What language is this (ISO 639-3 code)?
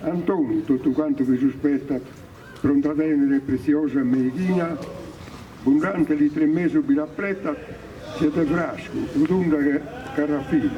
srd